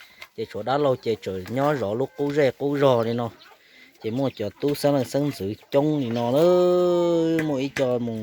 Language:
Hmong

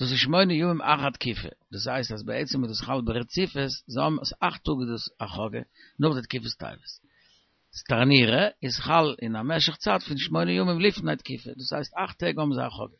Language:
Yiddish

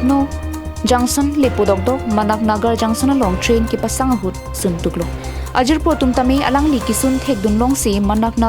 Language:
Karbi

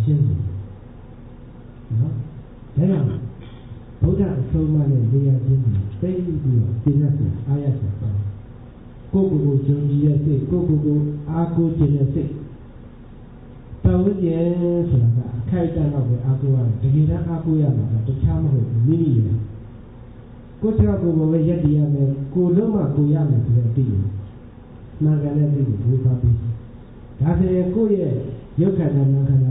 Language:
Burmese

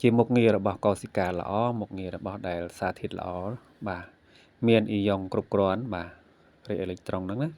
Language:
Khmer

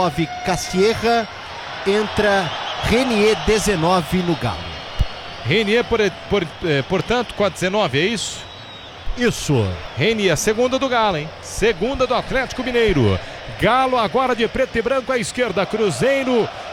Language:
Portuguese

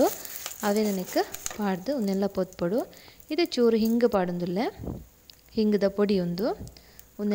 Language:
Tulu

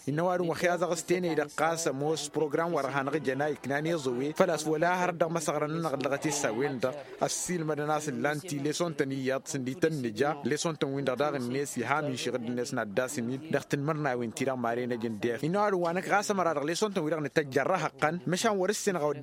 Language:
Tamasheq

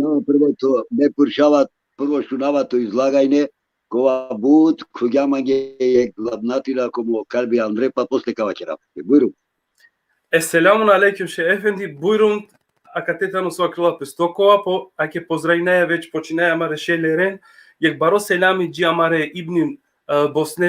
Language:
Balkan Romani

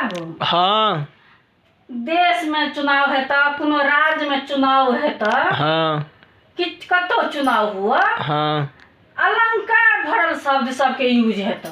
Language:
Maithili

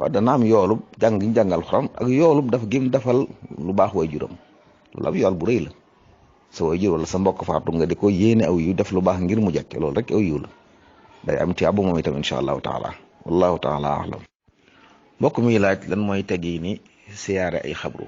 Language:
Wolof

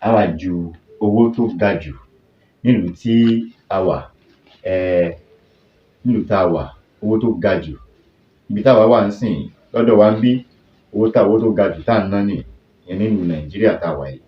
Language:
Yoruba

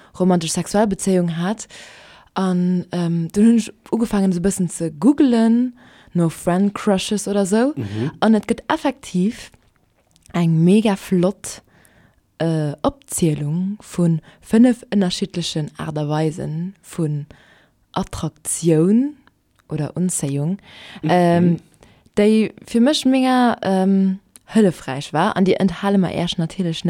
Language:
Luxembourgish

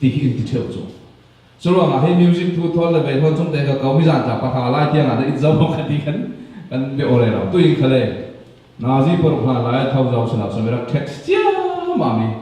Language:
Falam Chin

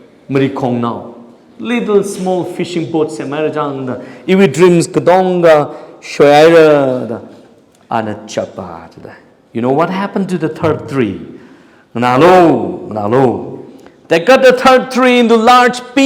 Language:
Tangkhul Naga (India)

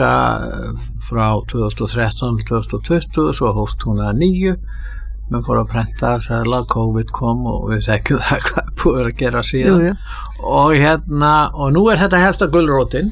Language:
Icelandic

